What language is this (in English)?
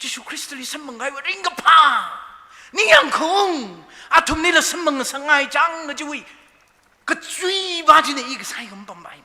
Tangkhul Naga (India)